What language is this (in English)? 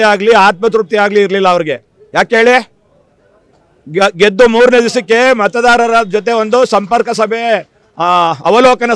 Kannada